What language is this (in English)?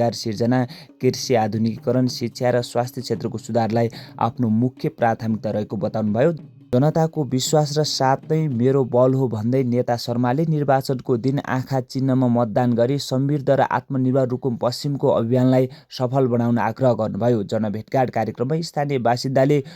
Nepali